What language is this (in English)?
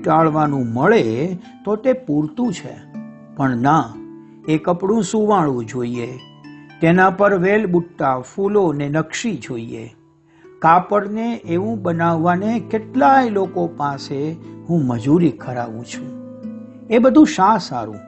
Gujarati